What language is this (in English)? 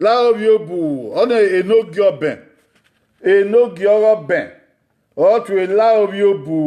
Bini